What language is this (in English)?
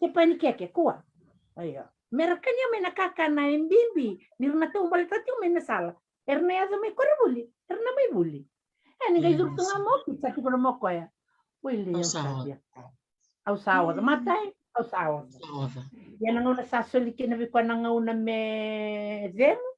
Fijian